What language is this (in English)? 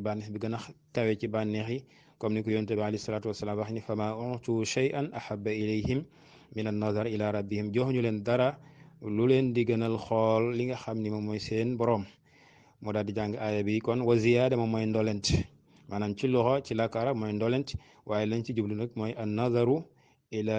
Wolof